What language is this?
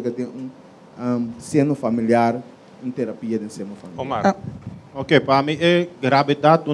Papiamento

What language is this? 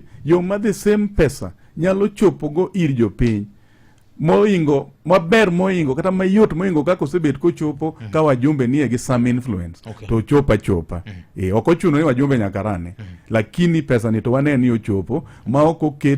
Luo (Kenya and Tanzania)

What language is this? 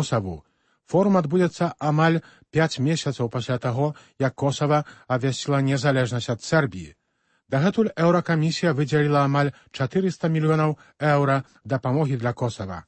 Belarusian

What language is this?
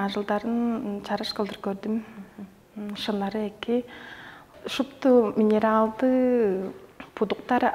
Tuvinian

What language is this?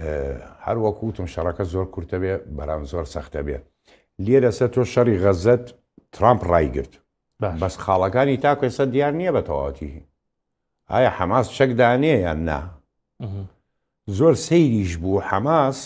Central Kurdish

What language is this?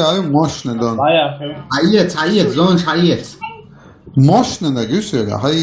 Chechen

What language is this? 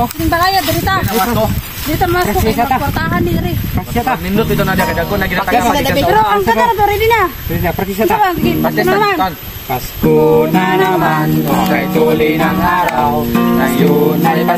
Cebuano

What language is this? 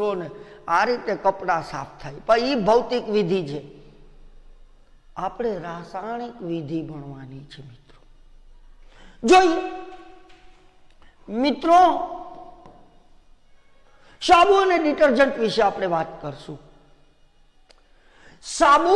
Gujarati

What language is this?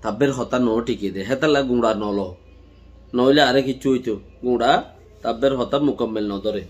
Rohingya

